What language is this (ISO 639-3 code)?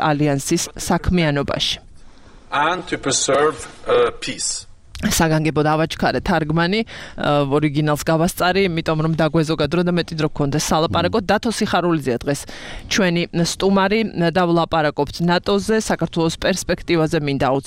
kat